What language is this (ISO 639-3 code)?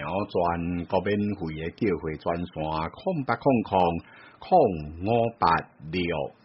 zho